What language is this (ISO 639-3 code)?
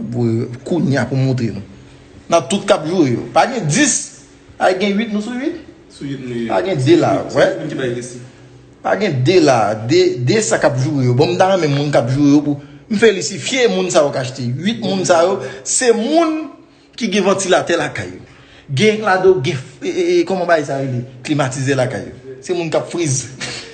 hat